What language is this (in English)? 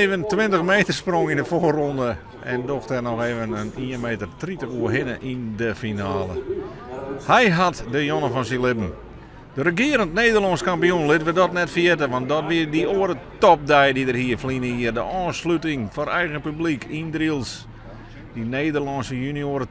Western Frisian